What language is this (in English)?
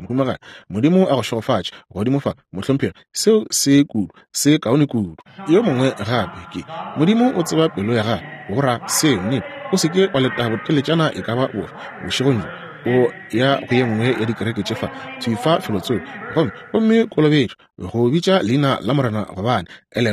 Northern Sotho